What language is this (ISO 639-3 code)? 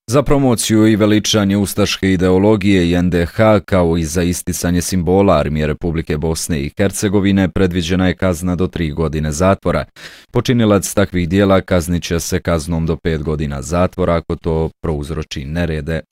bos